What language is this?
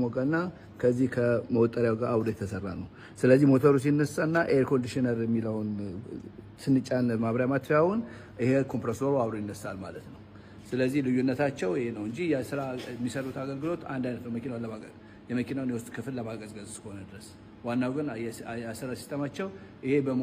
Amharic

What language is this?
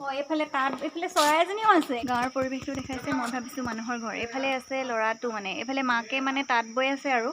Assamese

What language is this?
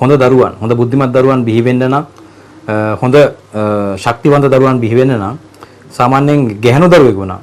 Sinhala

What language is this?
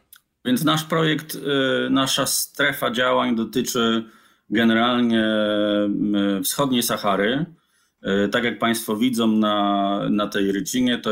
Polish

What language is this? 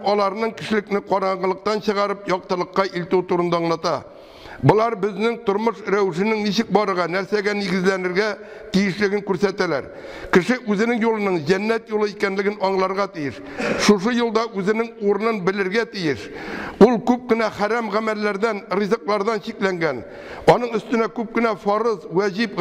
Tatar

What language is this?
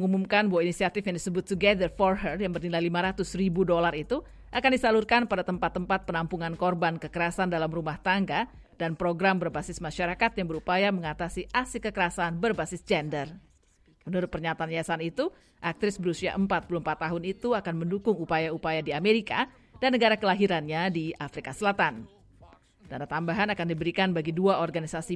Indonesian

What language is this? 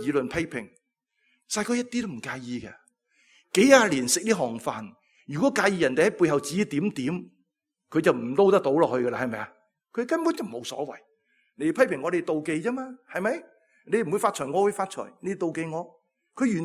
Cantonese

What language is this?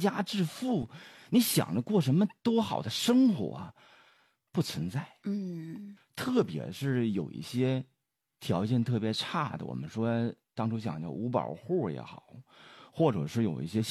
Chinese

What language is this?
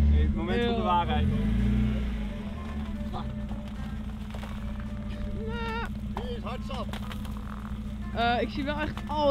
Dutch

